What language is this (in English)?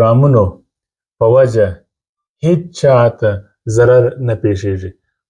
Pashto